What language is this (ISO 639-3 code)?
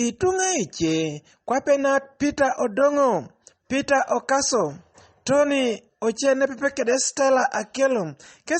teo